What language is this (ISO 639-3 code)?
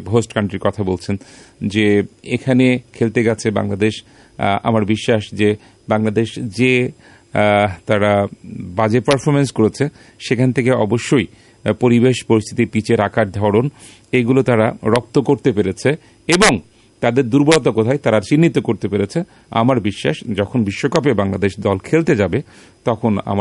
ben